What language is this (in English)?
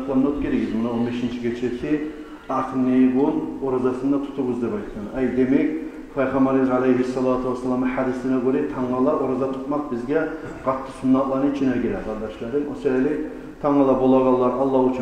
Kumyk